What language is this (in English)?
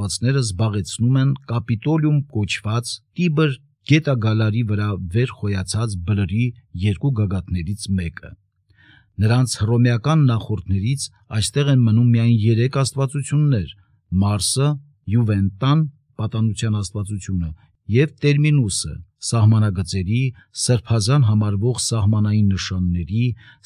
Armenian